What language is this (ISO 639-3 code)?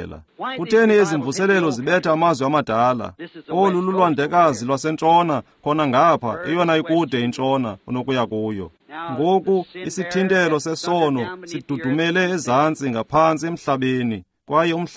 xho